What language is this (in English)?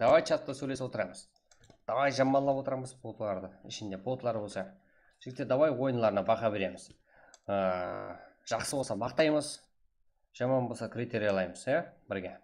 Kara-Kalpak